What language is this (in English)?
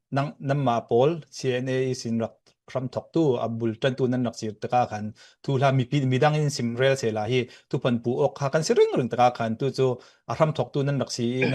Falam Chin